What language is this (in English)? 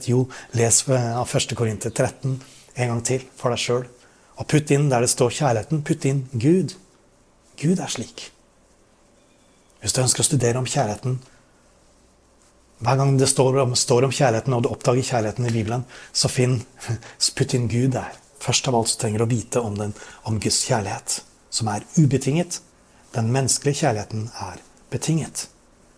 Norwegian